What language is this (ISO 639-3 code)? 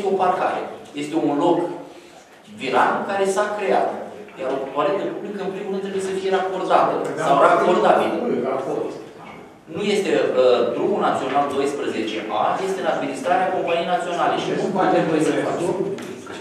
ron